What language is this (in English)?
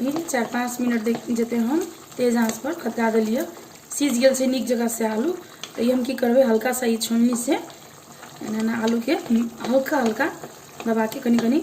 Maithili